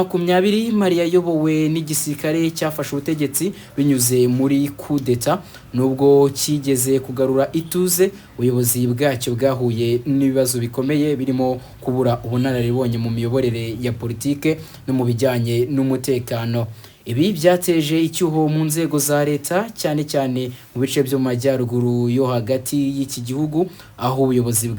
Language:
Kinyarwanda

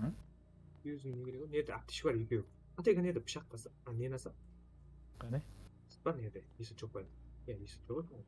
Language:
Kara-Kalpak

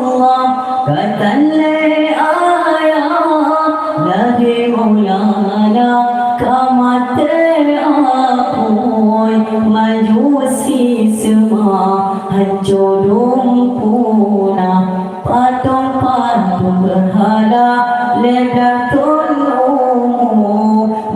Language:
Achinese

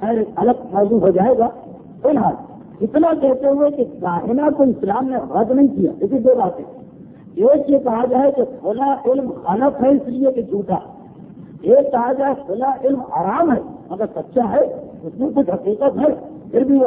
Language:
Urdu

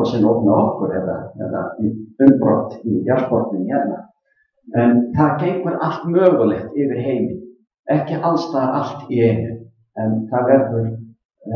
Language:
Icelandic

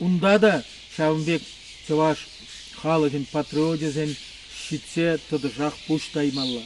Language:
Chuvash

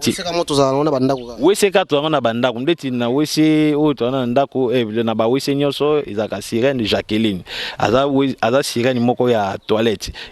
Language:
Lingala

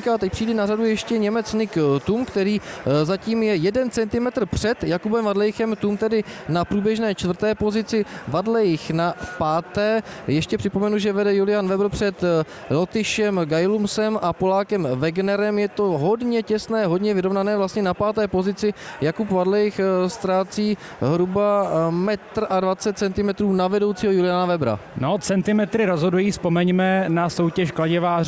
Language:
Czech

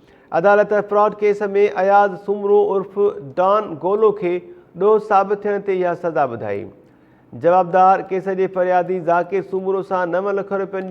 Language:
Sindhi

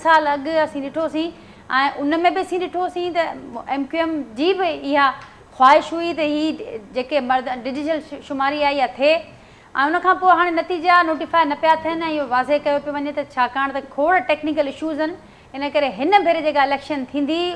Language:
Sindhi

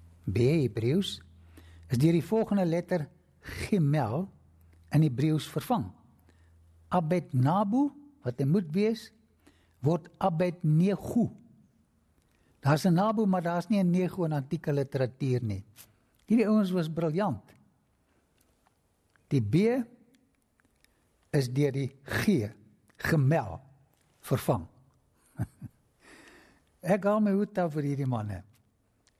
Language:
Afrikaans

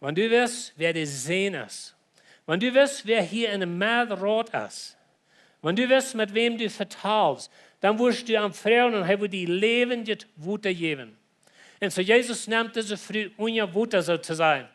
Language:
Plautdietsch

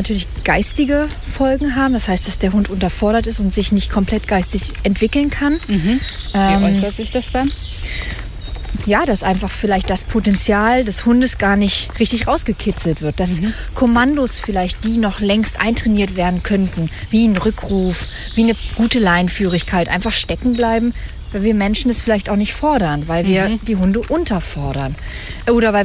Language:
German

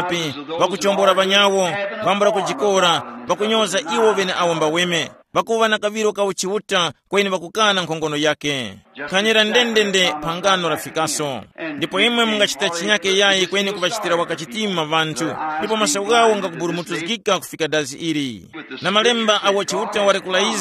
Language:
Tumbuka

